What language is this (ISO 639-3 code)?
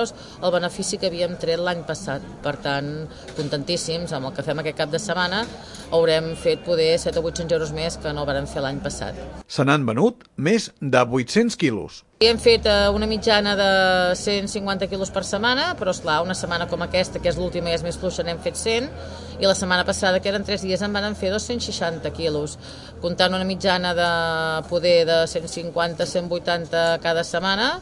cat